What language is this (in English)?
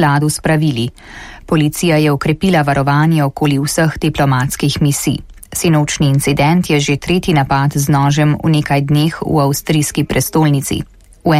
Slovenian